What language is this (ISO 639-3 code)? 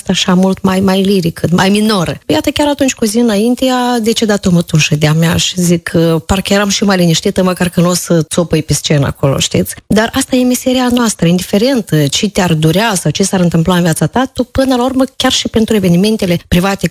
ron